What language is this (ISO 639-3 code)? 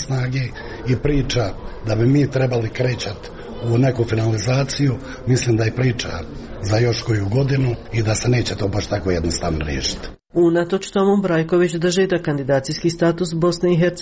hrv